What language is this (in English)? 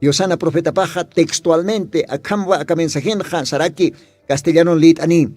Aymara